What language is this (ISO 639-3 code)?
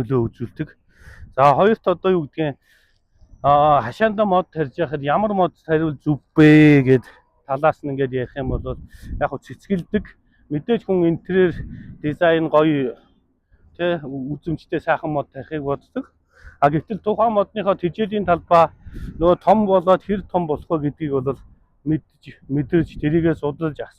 mon